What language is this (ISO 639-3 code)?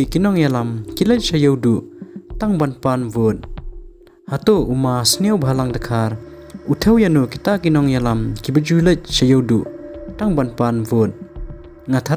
kha